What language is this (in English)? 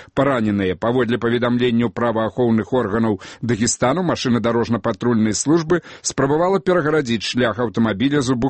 Belarusian